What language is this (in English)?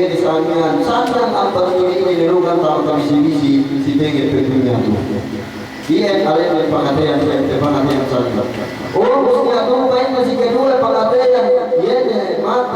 Yakan